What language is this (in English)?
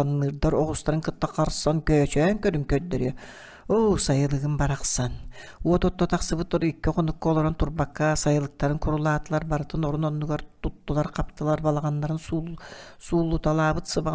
Yakut